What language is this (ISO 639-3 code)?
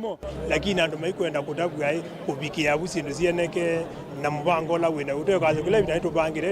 kam